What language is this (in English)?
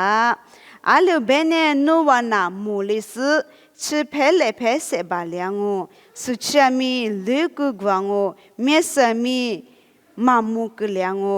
Lisu